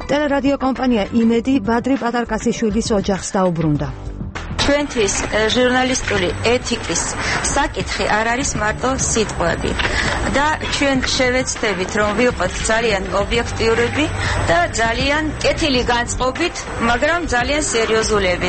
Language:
Georgian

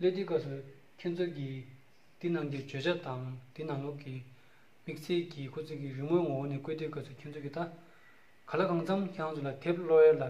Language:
Tibetan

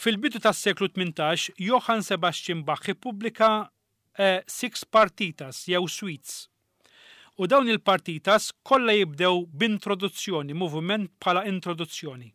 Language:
Maltese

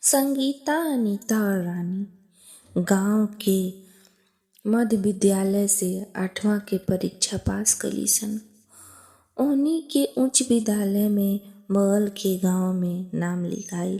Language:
Bhojpuri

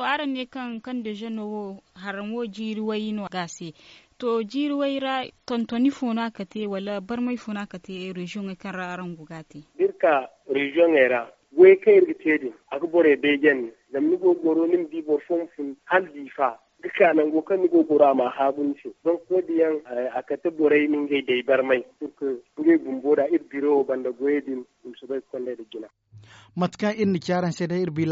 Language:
Zarma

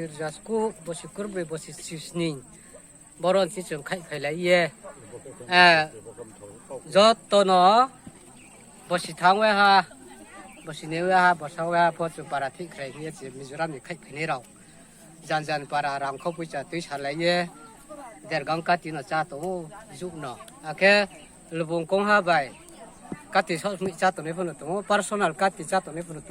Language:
Riang (India)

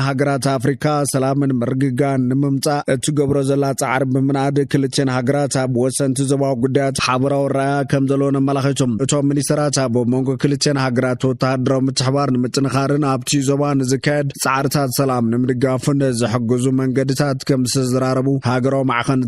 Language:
Tigrinya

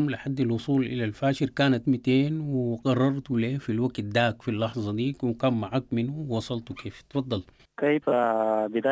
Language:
Sudanese Arabic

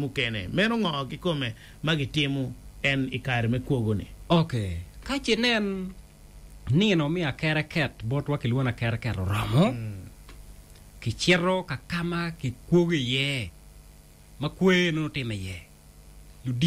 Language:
Acoli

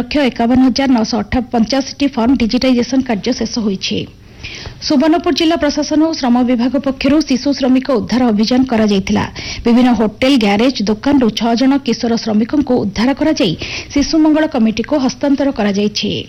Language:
Odia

